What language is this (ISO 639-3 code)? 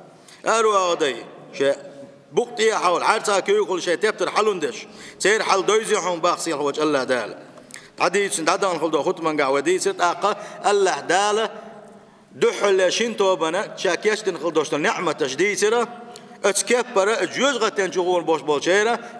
che